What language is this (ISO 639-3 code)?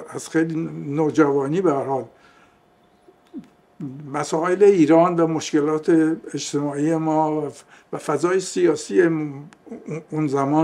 fas